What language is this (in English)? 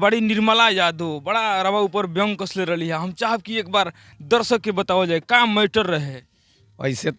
Bhojpuri